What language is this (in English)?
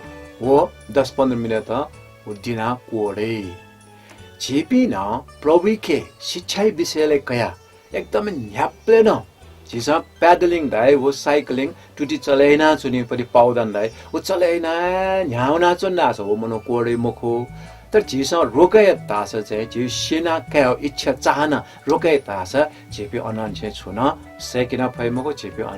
Newari